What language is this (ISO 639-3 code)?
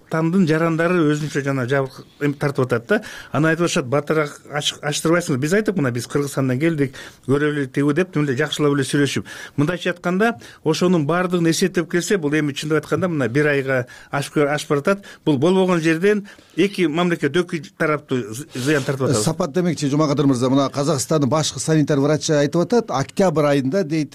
kir